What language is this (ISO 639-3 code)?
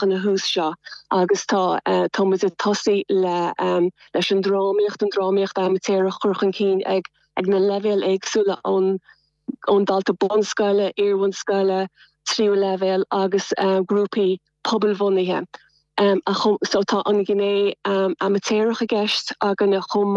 gle